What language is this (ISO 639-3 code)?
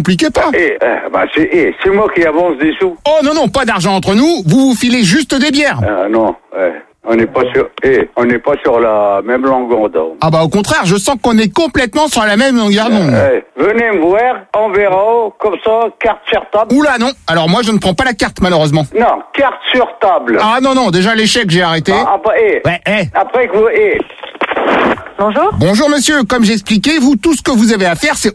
fra